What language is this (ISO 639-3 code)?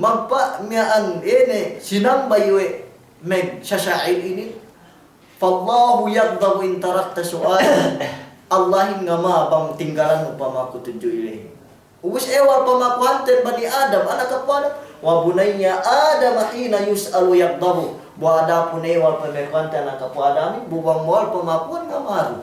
yka